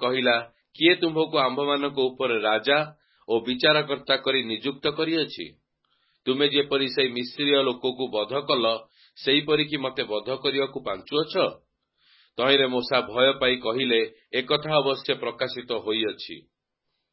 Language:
Odia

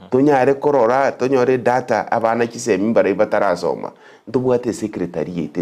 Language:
Gusii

